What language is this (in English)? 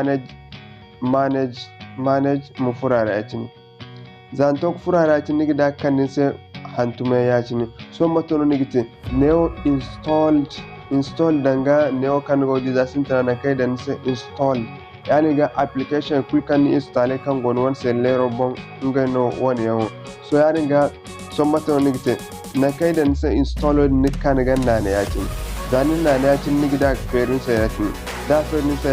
Zarma